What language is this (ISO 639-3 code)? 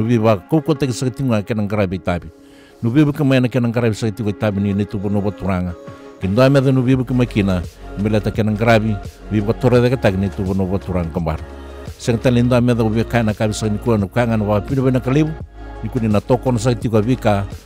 fij